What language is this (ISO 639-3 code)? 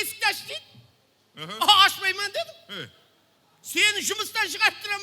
kaa